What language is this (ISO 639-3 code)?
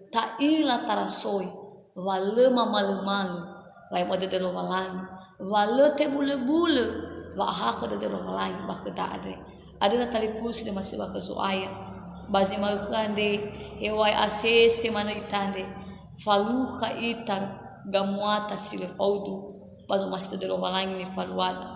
nia